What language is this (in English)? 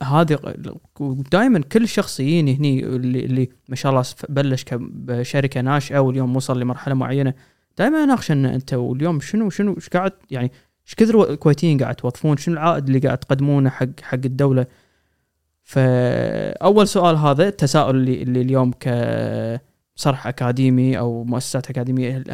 Gulf Arabic